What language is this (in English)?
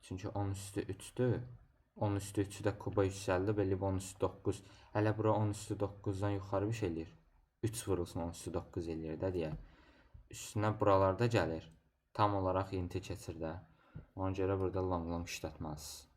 Azerbaijani